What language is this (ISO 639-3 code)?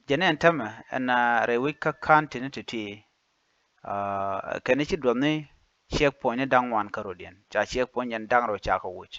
nus